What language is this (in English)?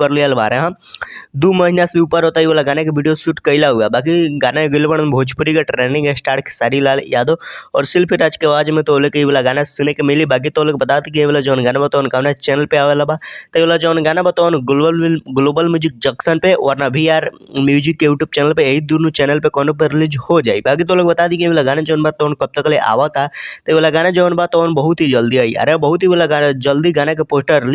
Bhojpuri